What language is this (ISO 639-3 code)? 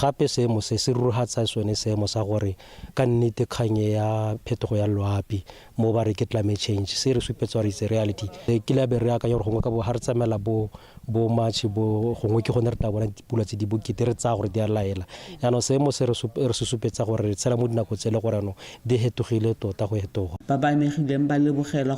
tsn